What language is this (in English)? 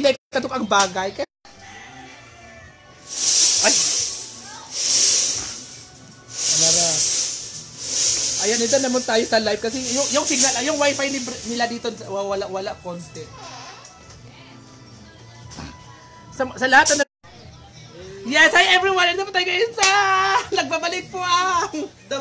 Filipino